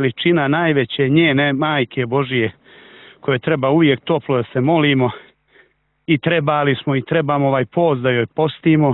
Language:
Serbian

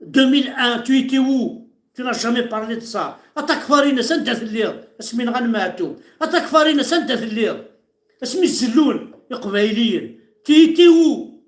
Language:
Kabyle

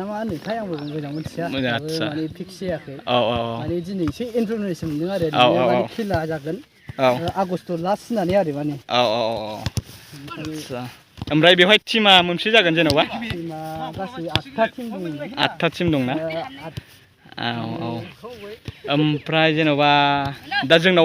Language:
Bodo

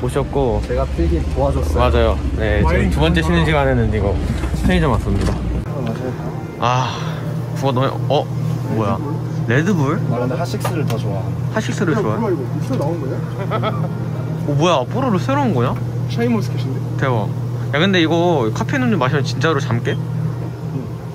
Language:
Korean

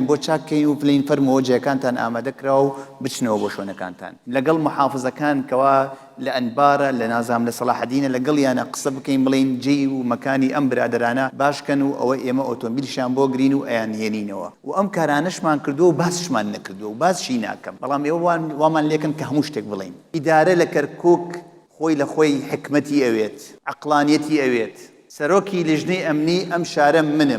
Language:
Central Kurdish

